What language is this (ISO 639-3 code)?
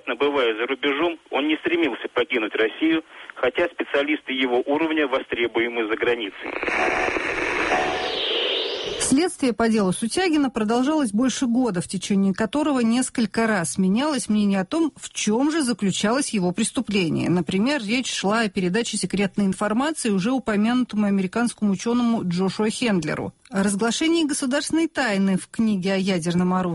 rus